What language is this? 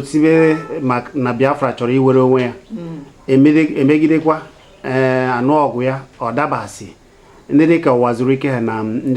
Igbo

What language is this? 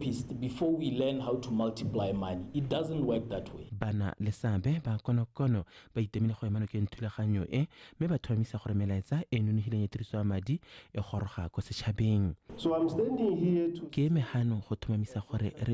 Tswana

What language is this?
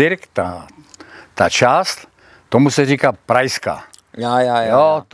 Silesian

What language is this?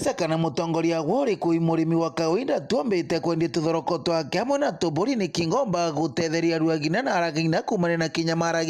Meru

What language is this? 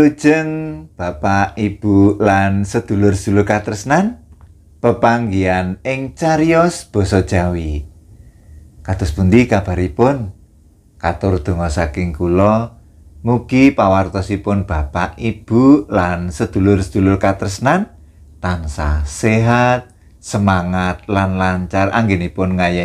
Javanese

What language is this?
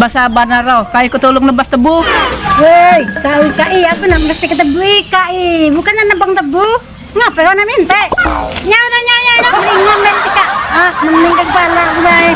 Musi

